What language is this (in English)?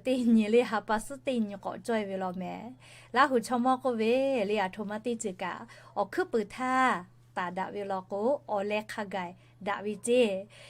Lahu